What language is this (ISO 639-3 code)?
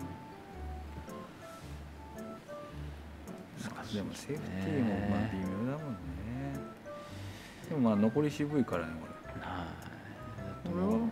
jpn